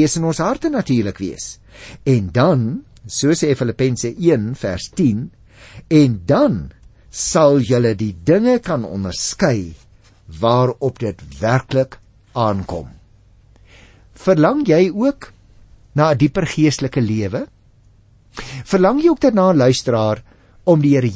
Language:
Afrikaans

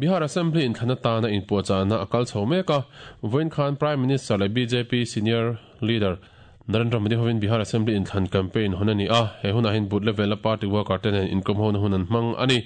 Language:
Mizo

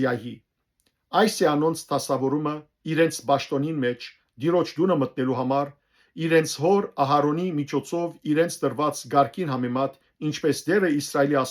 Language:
Western Armenian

